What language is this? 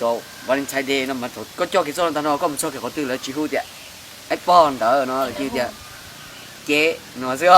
Hmong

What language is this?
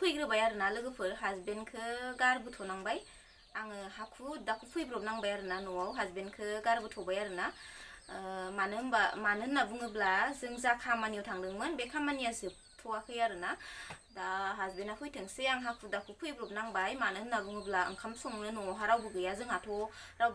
Bodo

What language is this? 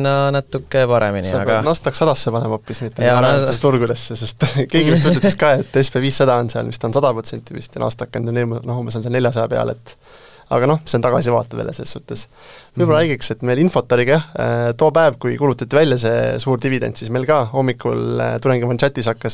Estonian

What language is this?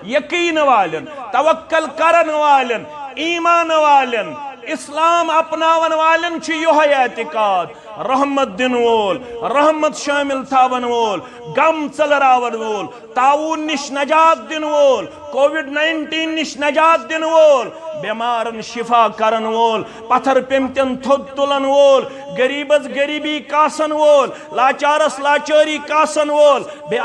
Kashmiri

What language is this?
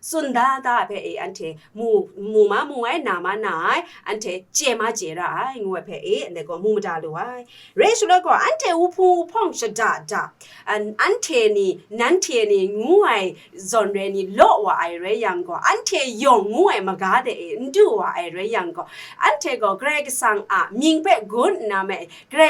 Kachin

